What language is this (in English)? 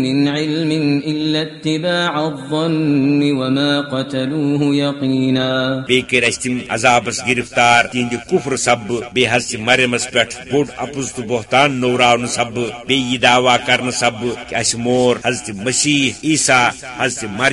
Kashmiri